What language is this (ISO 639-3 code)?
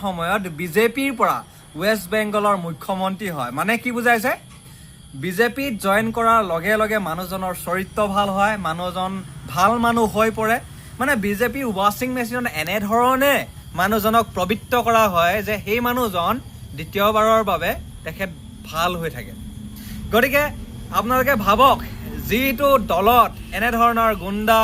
asm